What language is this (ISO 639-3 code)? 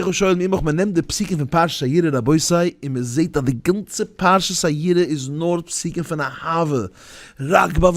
yid